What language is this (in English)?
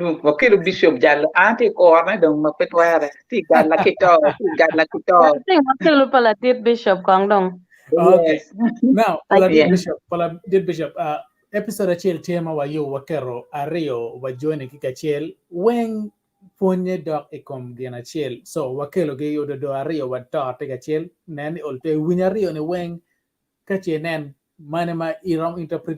Acoli